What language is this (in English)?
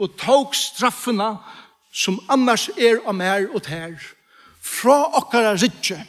Faroese